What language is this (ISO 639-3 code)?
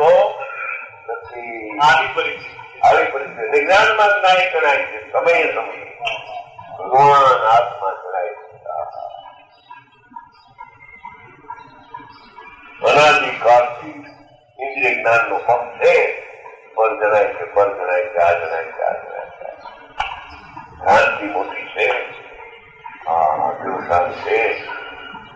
guj